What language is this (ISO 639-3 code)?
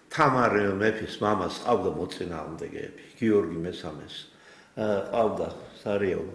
kat